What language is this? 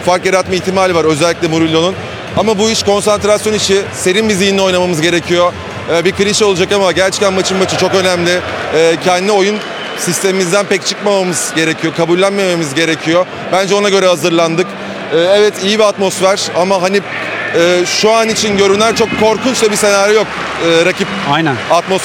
Turkish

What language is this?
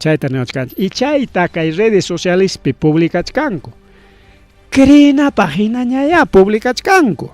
Ayacucho Quechua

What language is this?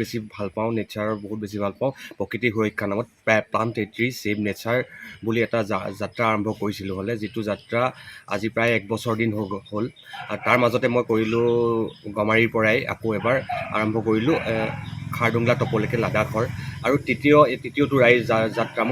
Assamese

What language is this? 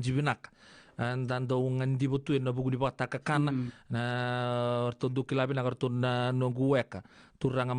Fijian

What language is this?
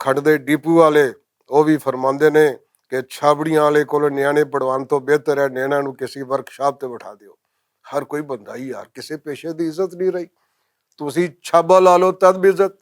Western Panjabi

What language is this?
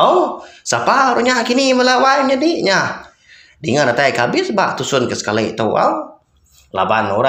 Iban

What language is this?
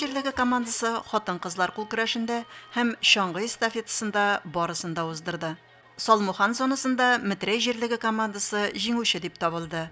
Tatar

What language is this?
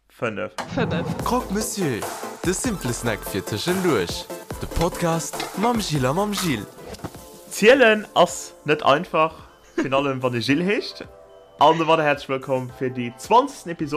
Luxembourgish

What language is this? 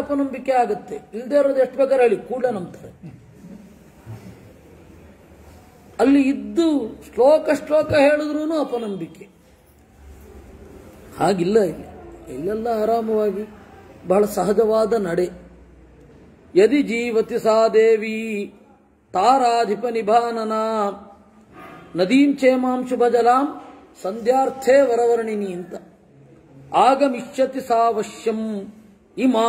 Kannada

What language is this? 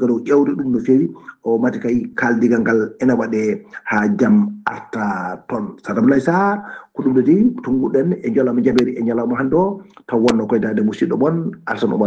Fula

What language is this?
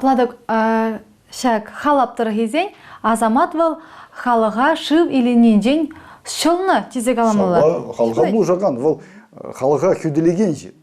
Chuvash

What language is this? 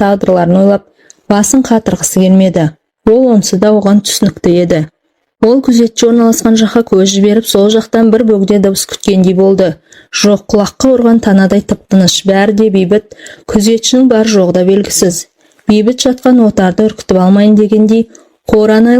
Kazakh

